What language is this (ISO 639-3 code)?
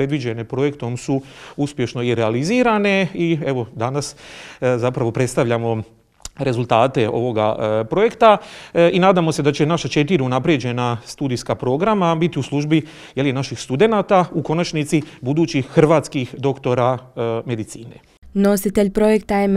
hrv